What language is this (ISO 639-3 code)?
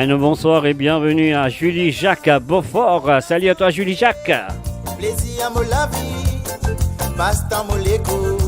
mfe